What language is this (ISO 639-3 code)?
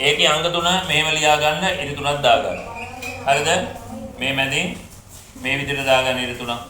sin